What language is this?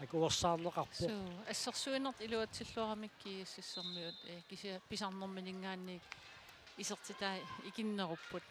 Kalaallisut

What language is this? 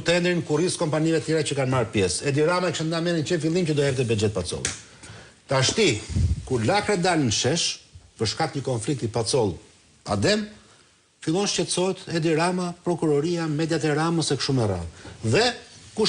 Albanian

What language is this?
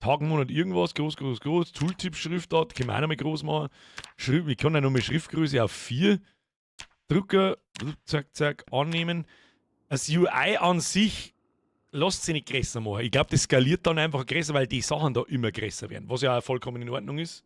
Bavarian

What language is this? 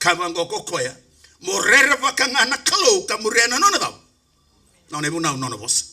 Fijian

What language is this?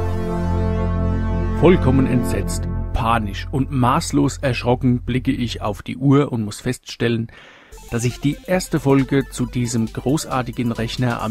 German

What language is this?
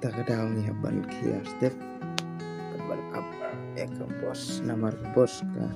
Khasi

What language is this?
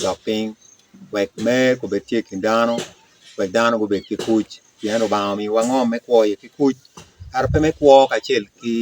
Acoli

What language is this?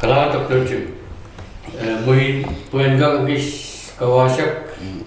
Pohnpeian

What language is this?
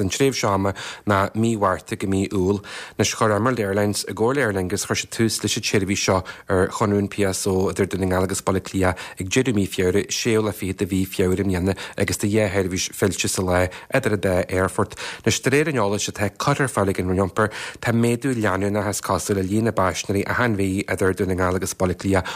Irish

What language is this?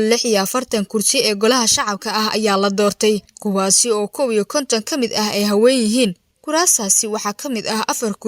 Somali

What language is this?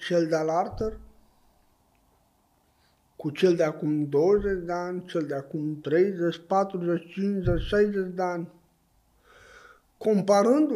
Romanian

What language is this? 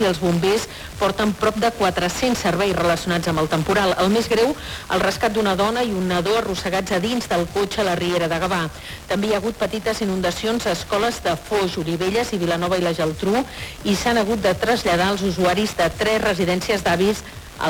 Catalan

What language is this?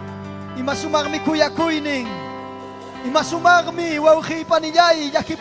Ayacucho Quechua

